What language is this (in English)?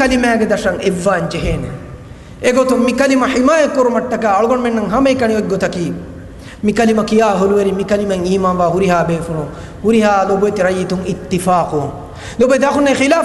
Divehi